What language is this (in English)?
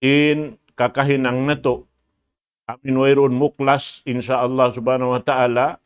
Tausug